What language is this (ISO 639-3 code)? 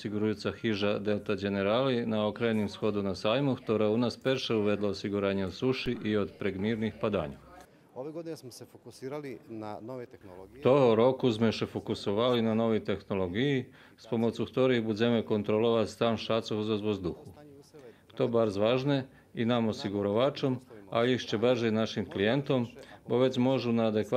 rue